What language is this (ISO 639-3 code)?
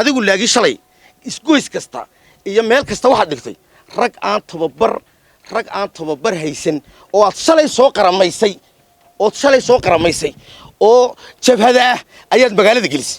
som